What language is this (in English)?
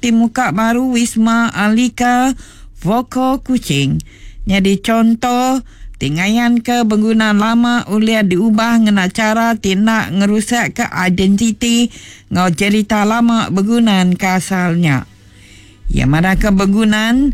Iban